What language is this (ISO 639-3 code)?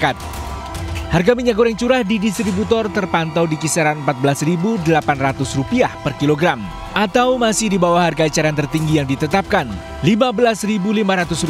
ind